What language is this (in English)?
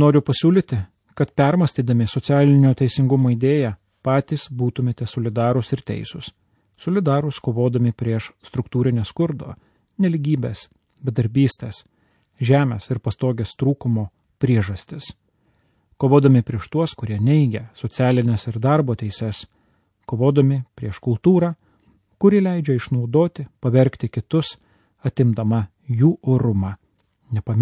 Lithuanian